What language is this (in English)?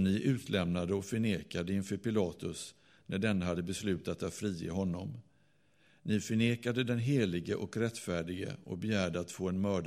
Swedish